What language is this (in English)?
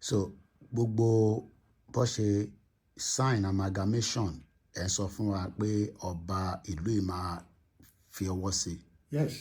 Yoruba